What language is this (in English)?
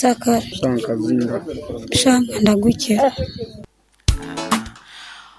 Nyoro